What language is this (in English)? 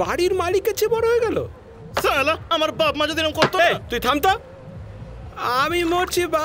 Bangla